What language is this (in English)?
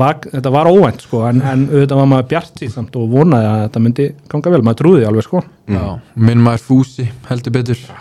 Icelandic